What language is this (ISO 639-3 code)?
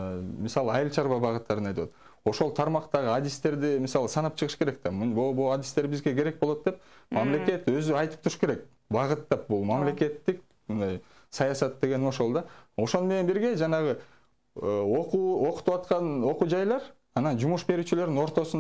kir